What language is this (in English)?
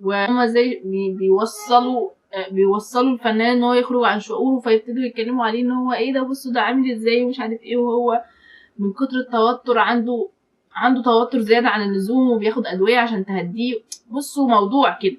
Egyptian Arabic